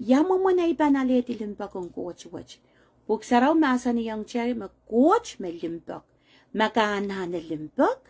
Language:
Pohnpeian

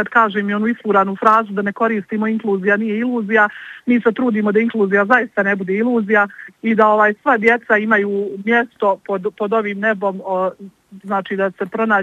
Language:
Bosnian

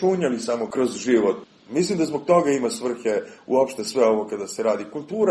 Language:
Serbian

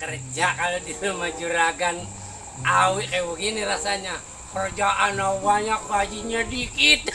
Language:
Betawi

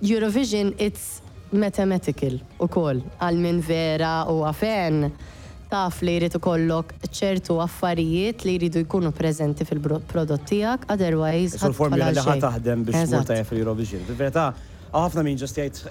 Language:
Maltese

